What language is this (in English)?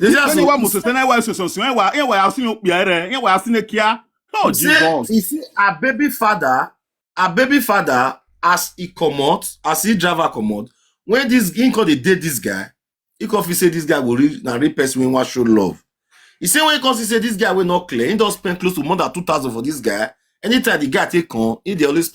Nigerian Pidgin